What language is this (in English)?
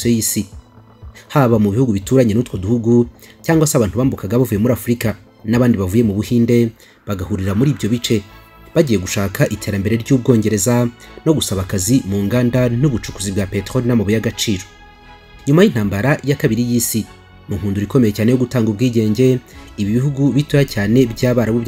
Kinyarwanda